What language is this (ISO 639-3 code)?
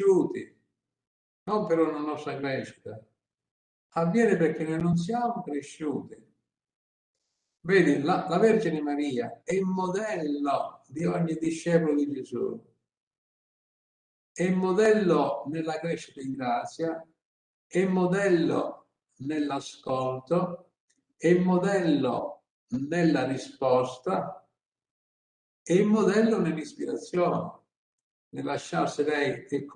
ita